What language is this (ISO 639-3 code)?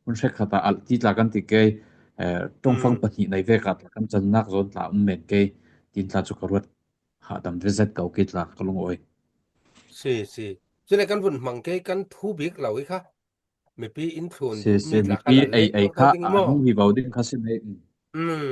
cfm